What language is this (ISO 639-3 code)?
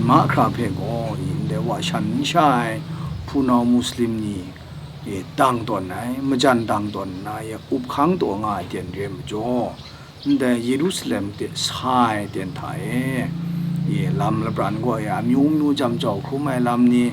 kac